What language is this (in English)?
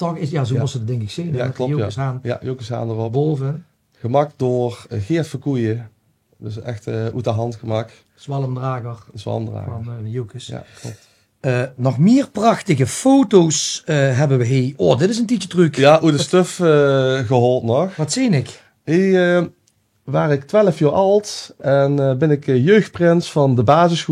Limburgish